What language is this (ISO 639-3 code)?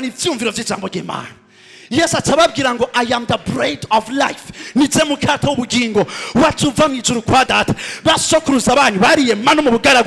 run